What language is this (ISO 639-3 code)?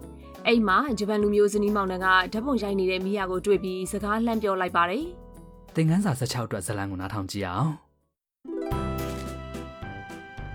mya